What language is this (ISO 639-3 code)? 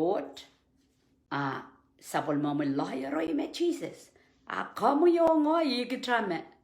pon